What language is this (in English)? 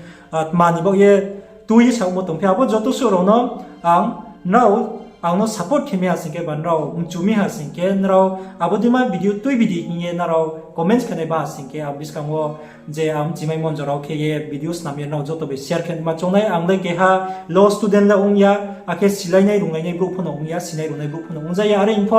Riang (India)